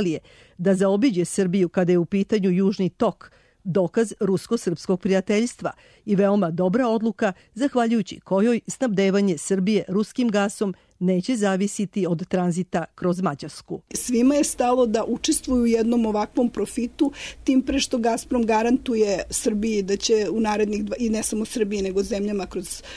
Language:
Serbian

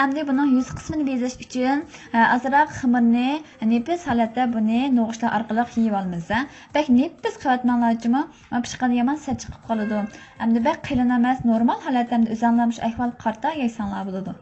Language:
Uyghur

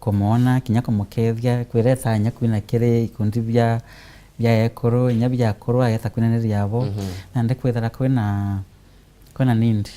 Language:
Meru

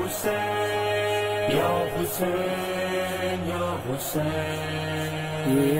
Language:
Urdu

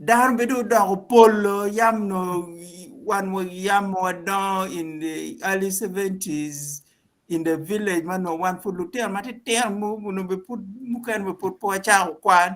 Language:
Acoli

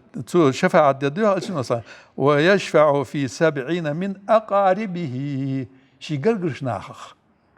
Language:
Ingush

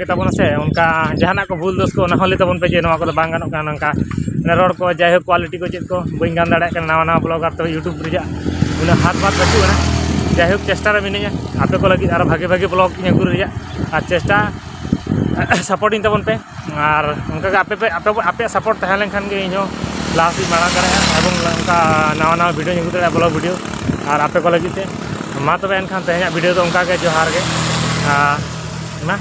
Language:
Santali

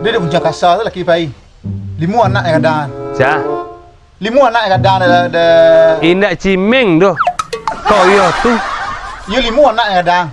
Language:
Minangkabau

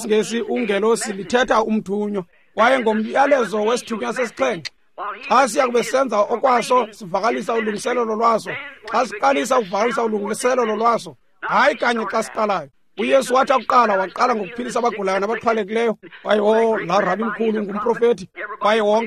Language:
Xhosa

